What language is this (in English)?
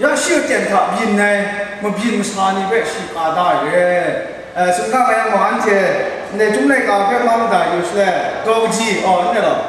Kachin